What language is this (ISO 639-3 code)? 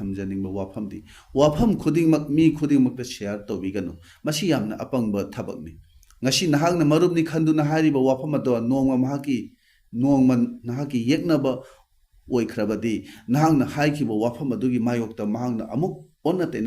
mni